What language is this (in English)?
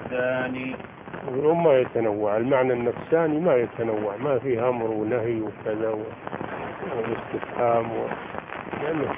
Arabic